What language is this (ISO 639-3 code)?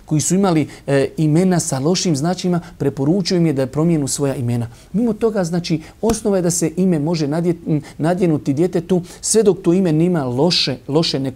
bos